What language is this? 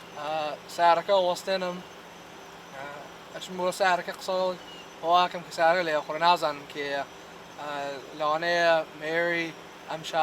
Central Kurdish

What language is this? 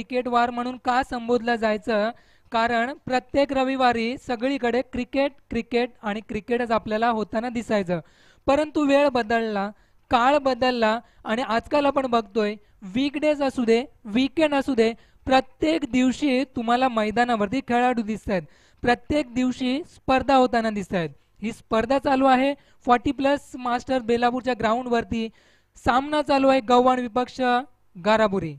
Marathi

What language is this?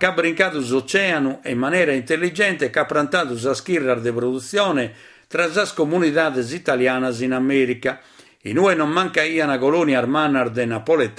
Sardinian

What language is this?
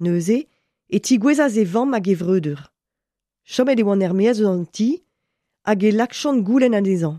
Breton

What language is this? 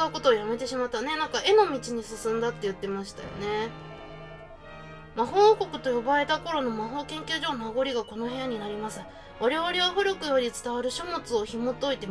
Japanese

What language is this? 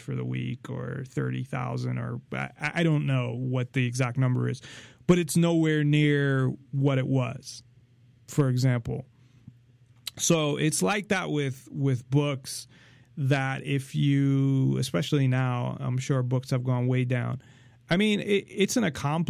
English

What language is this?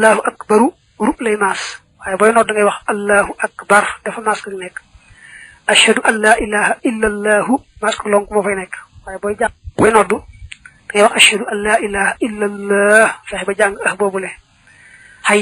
Wolof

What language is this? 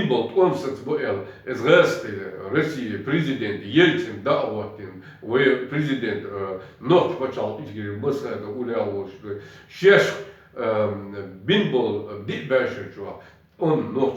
Chechen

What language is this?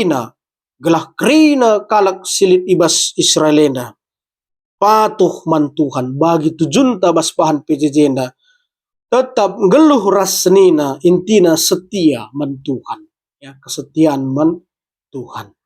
Batak Karo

